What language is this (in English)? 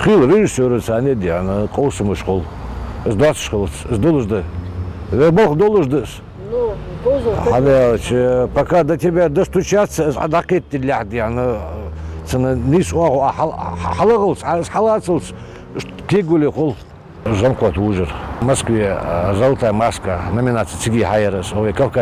Ingush